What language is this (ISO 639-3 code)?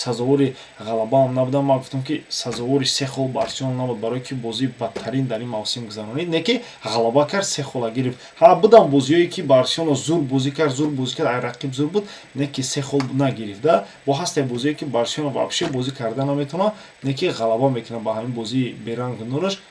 tgk